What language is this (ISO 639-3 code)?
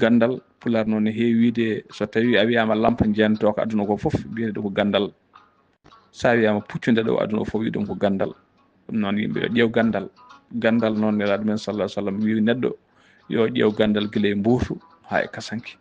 ful